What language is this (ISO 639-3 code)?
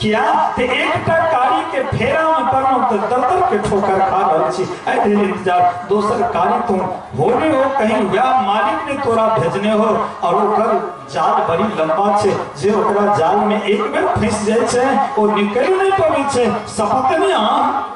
mai